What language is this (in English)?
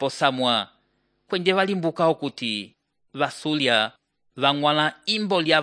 Umbundu